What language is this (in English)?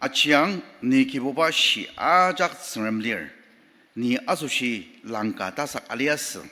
Ao Naga